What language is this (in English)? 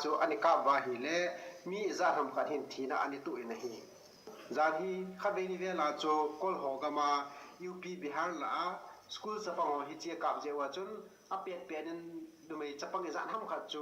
Thado Chin